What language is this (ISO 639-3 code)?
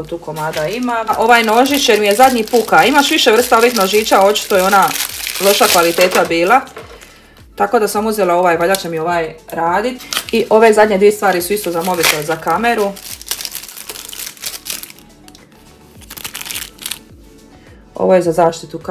hrv